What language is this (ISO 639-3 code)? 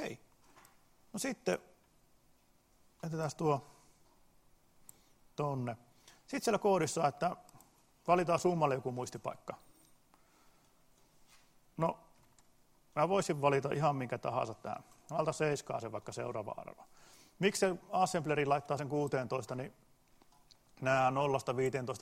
fin